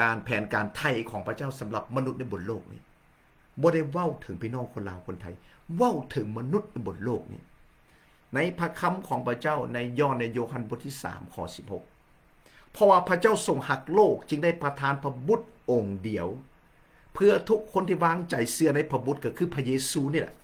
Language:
Lao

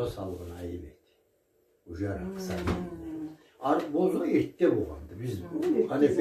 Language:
Karachay-Balkar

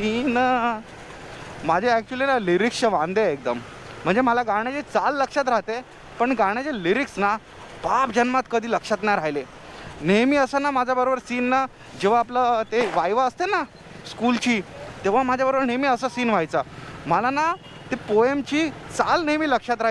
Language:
Marathi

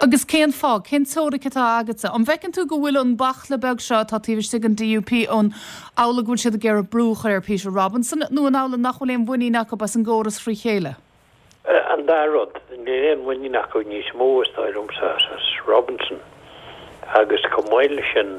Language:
Irish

